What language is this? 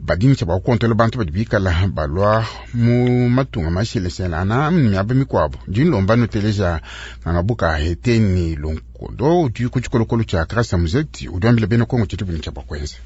Luba-Lulua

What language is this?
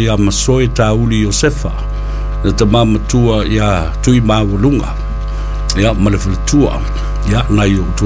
Samoan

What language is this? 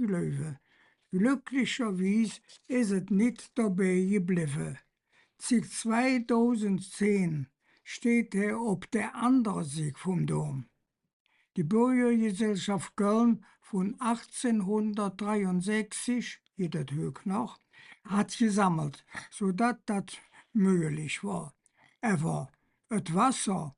Colognian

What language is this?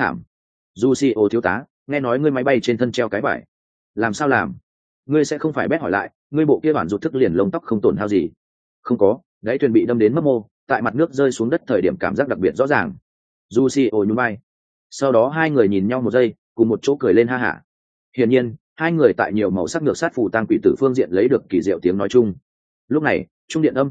Vietnamese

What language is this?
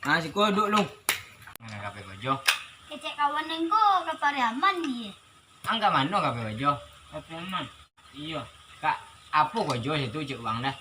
Minangkabau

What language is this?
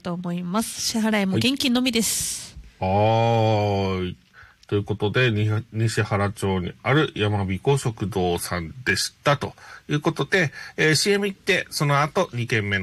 Japanese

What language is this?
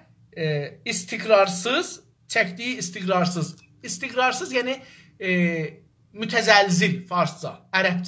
South Azerbaijani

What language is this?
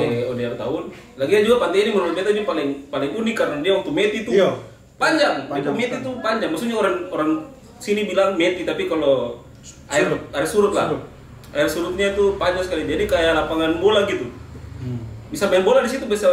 Ambonese Malay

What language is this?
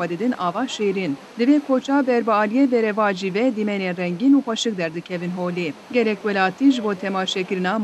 Kurdish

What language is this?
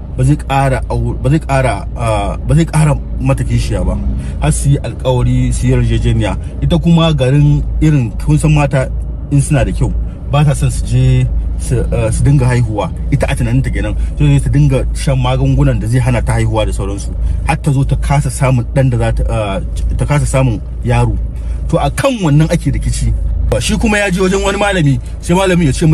Hausa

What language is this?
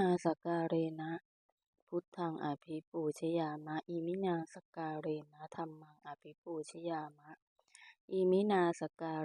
Pali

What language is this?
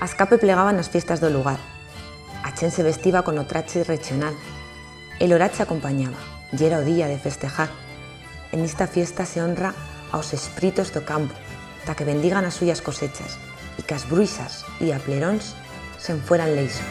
Aragonese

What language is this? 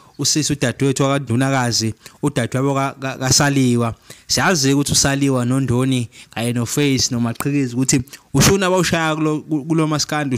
Zulu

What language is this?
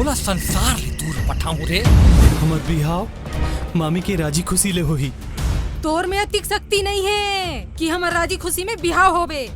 Chhattisgarhi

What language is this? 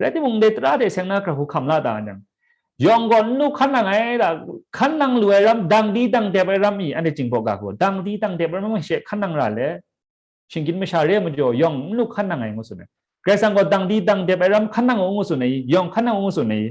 Kachin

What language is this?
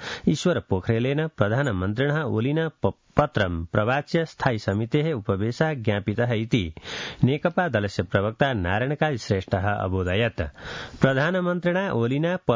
Sanskrit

